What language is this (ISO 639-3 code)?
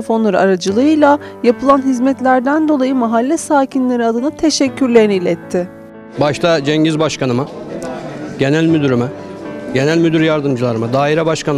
tur